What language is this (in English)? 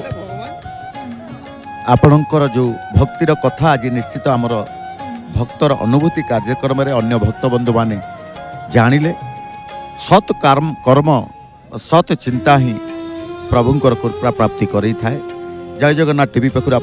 Odia